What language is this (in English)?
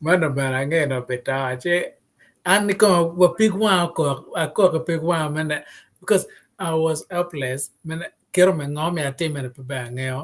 Acoli